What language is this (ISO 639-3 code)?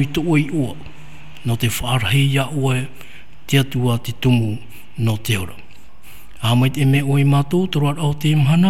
tah